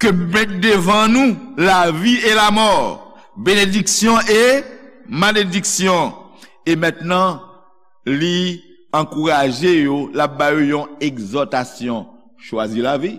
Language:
Haitian Creole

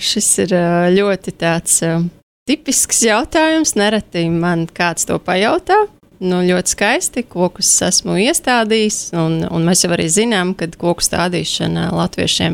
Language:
Latvian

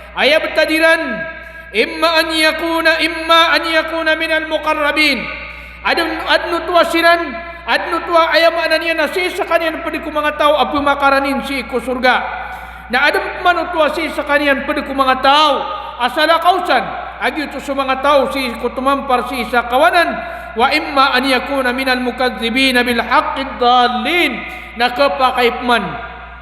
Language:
Maranao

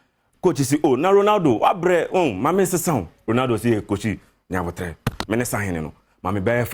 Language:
Akan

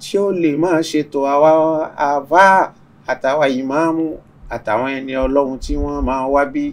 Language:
Yoruba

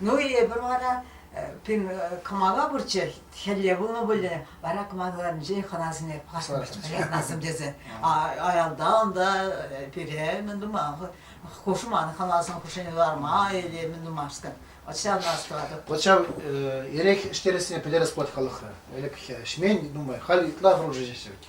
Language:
Chuvash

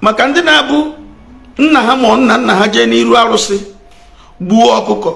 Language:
Igbo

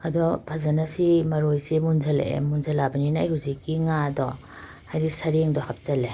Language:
Manipuri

